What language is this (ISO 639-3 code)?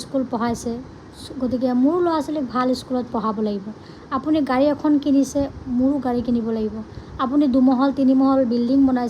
asm